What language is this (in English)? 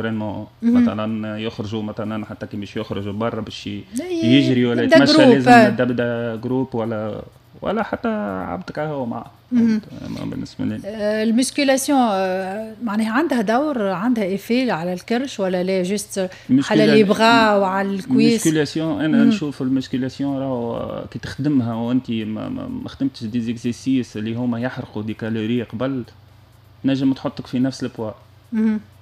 Tunisian Arabic